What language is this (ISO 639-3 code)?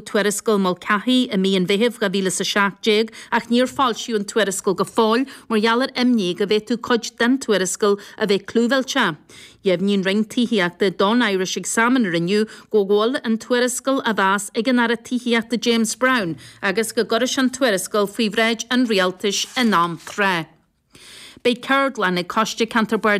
gle